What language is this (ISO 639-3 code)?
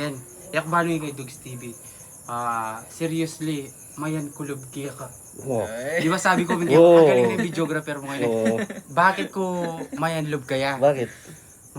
pam